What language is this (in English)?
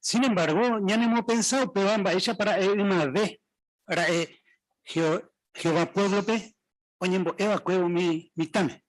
Guarani